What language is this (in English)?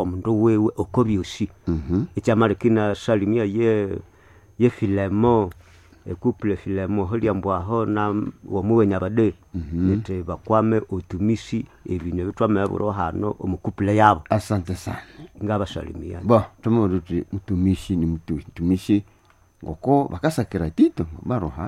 Nande